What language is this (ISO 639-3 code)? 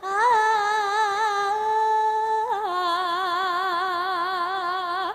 jav